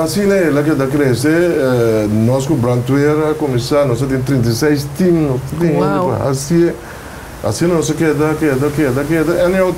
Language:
Papiamento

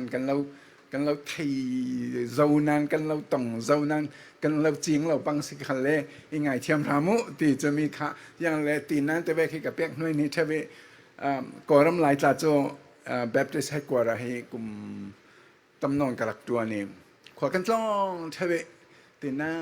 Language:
Falam Chin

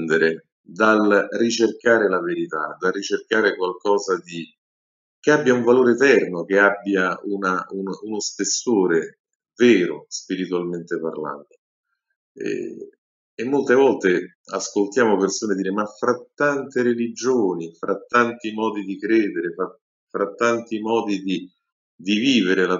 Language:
Italian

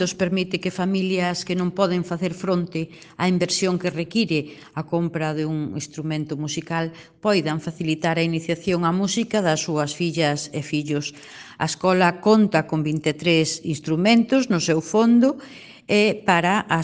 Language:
Galician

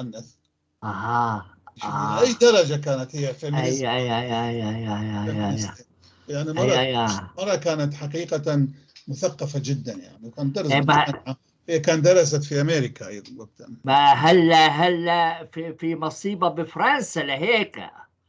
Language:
North Levantine Arabic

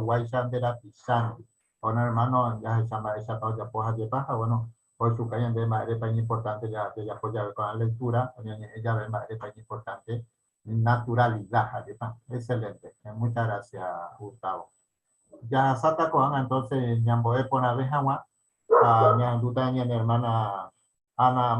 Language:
Guarani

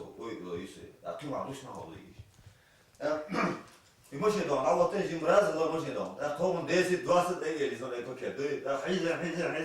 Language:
Chechen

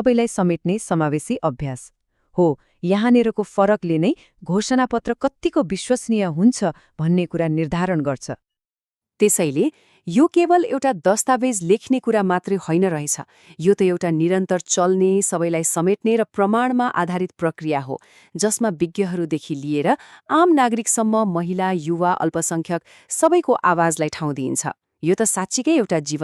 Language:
Nepali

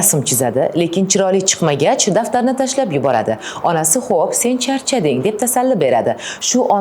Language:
Uzbek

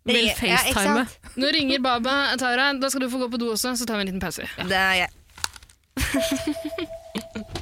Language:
Norwegian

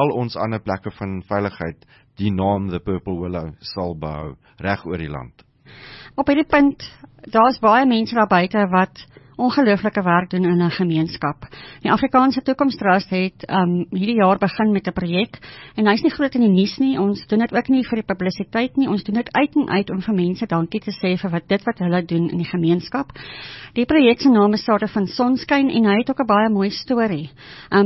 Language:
Afrikaans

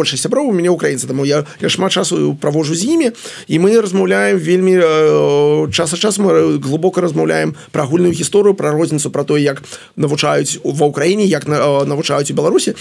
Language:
Belarusian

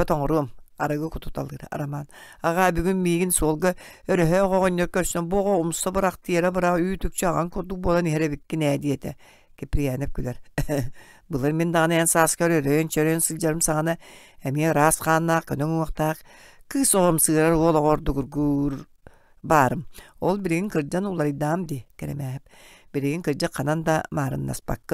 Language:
Yakut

